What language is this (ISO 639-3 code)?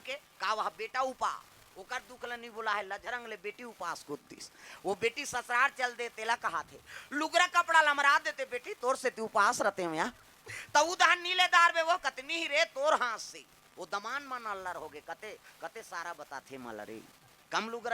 hne